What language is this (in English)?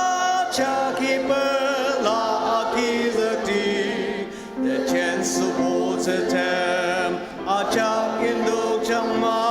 Ao Naga